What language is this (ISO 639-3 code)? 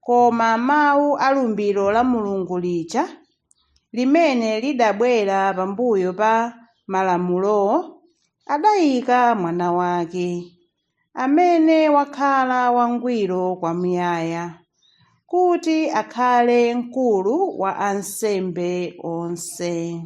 nya